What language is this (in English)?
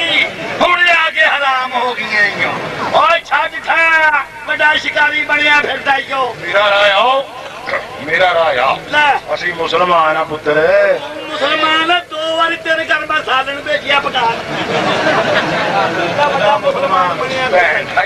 Punjabi